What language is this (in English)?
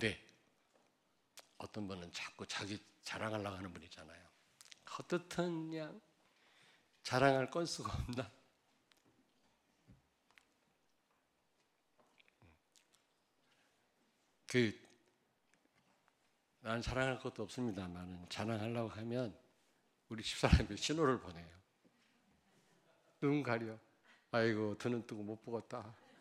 Korean